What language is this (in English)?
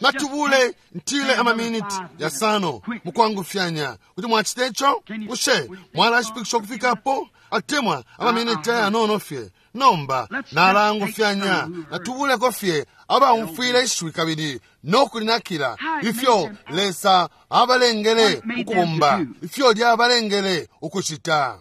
Bemba